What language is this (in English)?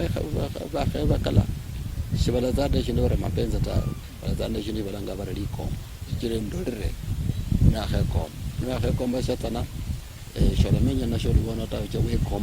Luyia